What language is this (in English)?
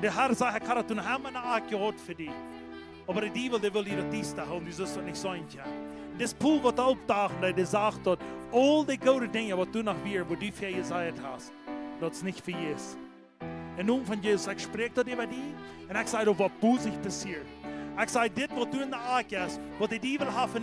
Plautdietsch